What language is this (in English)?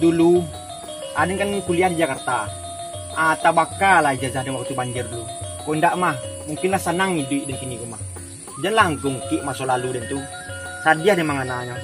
Minangkabau